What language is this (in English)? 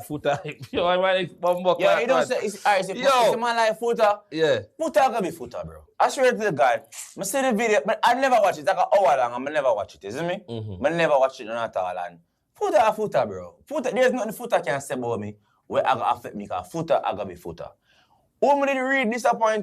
Jamaican Creole English